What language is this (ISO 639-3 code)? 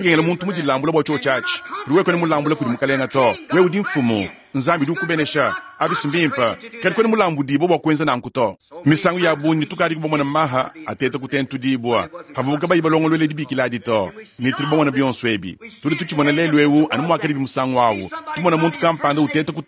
lua